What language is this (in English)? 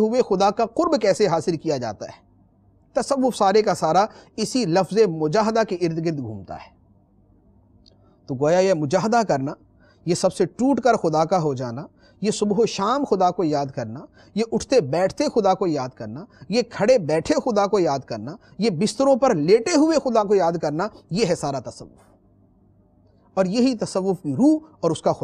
Urdu